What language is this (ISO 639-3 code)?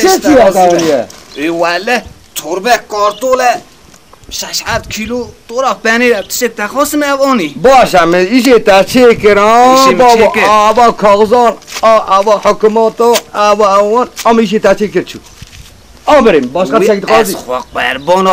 kur